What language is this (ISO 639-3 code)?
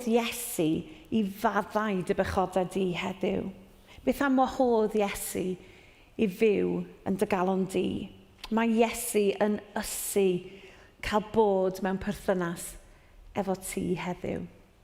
cym